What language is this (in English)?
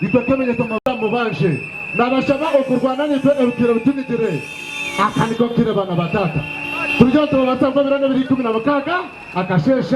Nyankole